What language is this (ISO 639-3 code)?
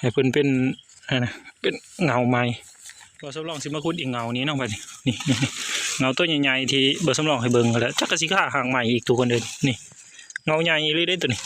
tts